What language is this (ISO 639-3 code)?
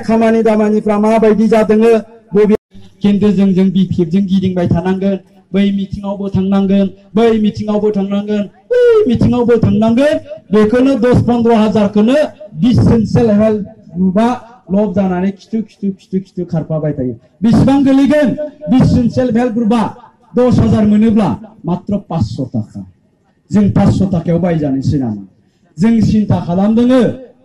brx